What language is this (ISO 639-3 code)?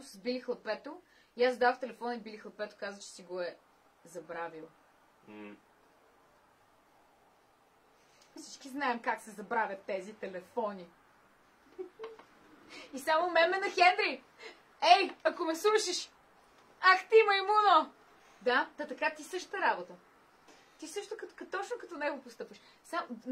bul